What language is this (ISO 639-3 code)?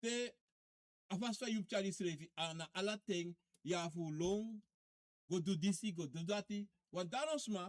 srn